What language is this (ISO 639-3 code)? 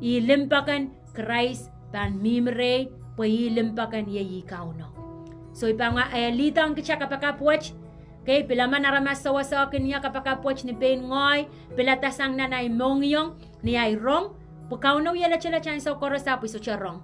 pon